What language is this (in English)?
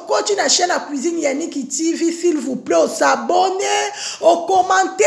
Lingala